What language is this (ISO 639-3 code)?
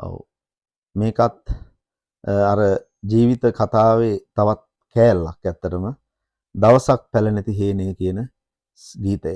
sin